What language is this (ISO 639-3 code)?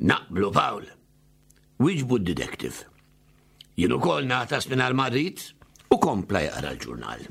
mlt